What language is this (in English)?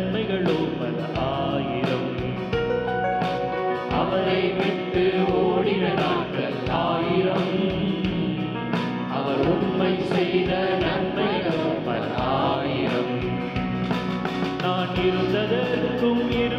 Tamil